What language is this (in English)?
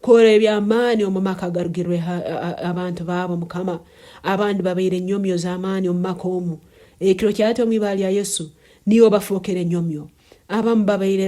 Nyankole